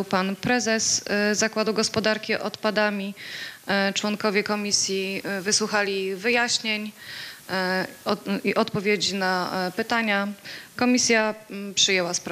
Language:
Polish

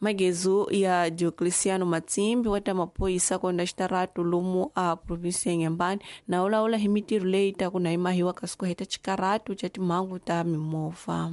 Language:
Tsonga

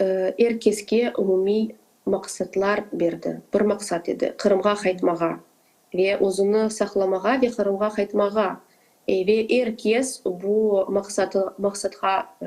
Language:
Crimean Tatar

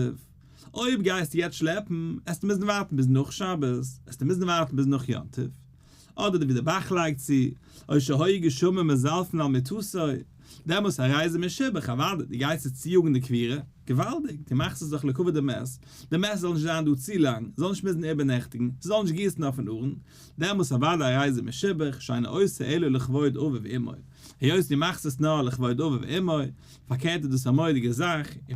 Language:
Yiddish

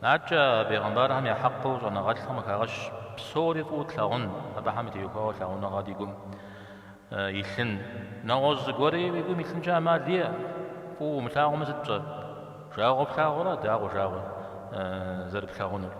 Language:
Kabardian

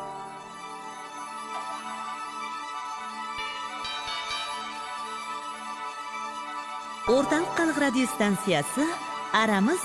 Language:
Kazakh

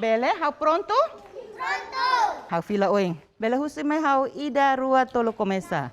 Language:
Tetum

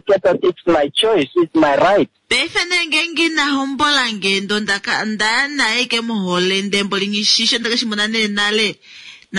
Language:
Kuanyama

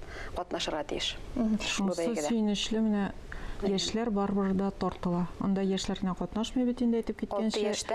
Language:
Tatar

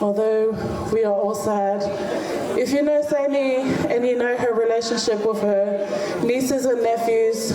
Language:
Tongan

